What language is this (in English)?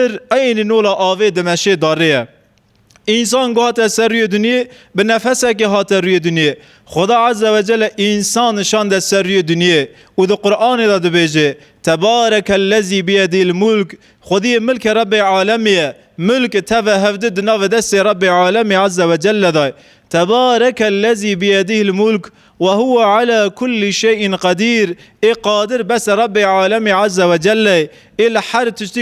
Kurdish